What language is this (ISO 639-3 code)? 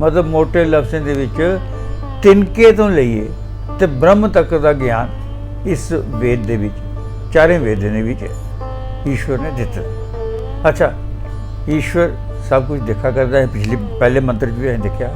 doi